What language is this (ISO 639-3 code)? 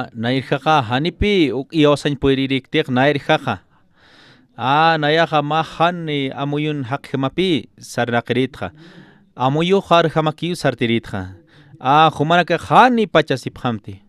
aym